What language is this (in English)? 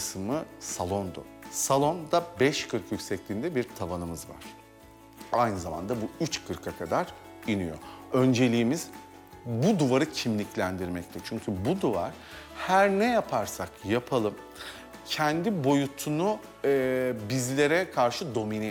Turkish